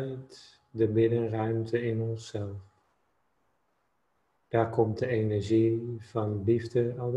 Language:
Dutch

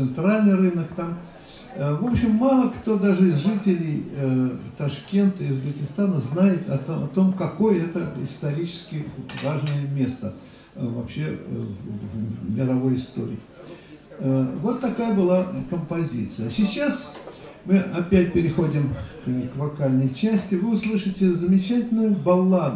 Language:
Russian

